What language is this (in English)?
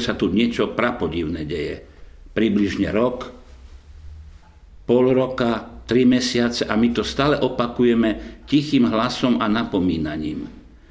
Slovak